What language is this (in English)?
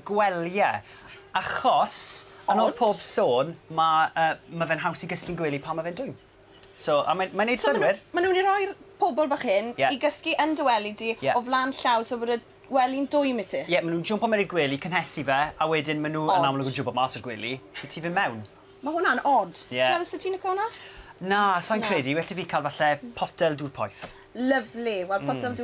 Welsh